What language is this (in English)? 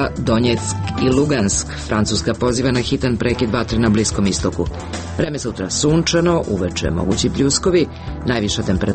Serbian